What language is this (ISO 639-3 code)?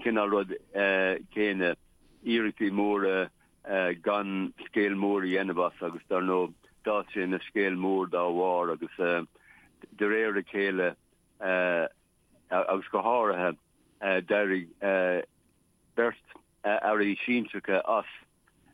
gle